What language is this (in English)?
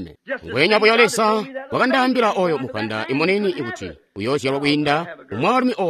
Tonga (Zambia)